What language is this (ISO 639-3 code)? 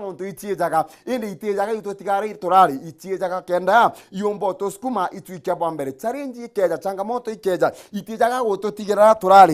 mer